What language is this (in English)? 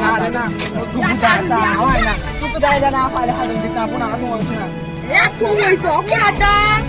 Konkani